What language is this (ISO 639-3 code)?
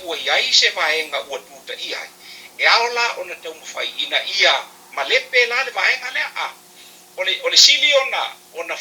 smo